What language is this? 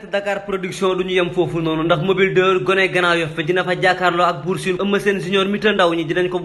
Wolof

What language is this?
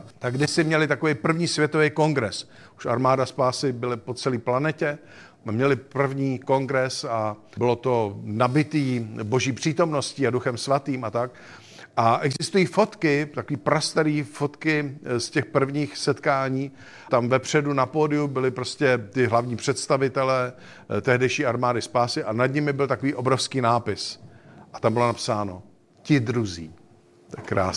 Czech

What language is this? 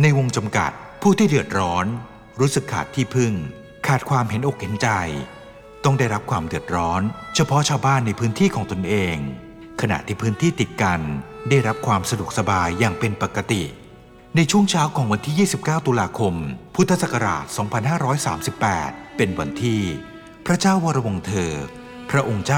Thai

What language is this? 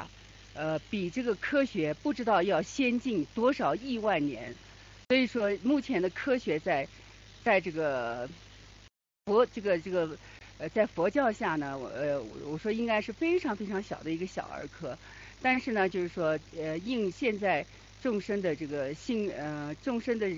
Chinese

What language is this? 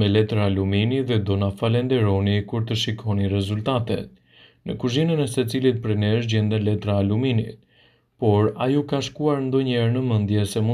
Albanian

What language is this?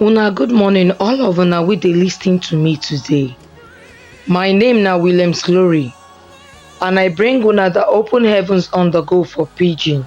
Nigerian Pidgin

